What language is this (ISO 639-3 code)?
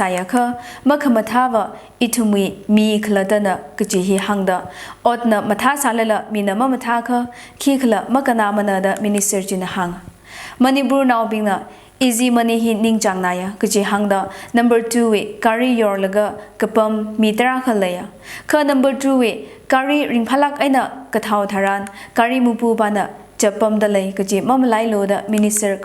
nmf